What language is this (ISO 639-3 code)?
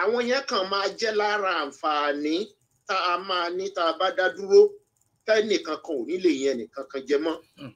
yor